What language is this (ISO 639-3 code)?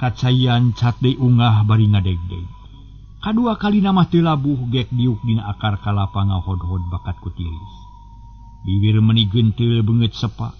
sun